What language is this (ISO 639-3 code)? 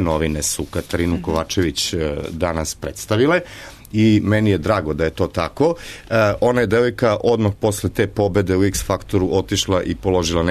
srp